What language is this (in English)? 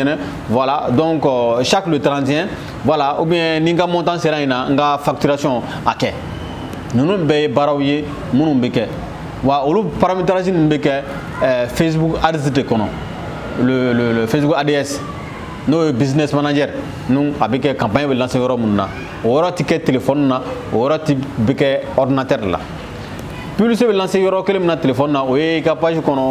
Bambara